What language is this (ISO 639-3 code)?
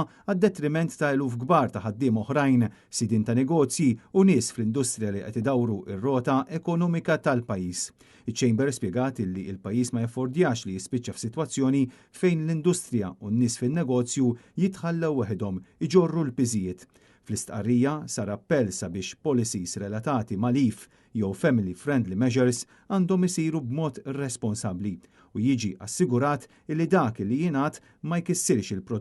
mlt